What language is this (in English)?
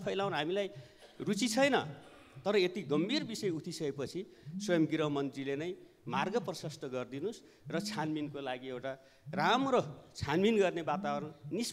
Nepali